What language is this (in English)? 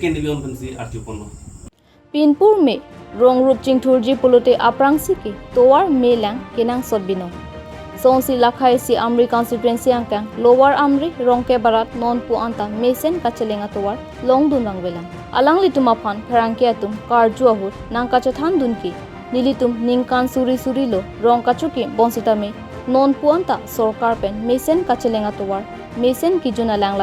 Karbi